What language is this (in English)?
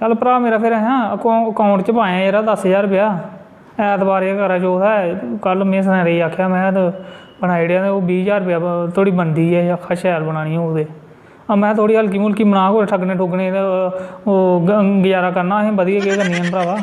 Dogri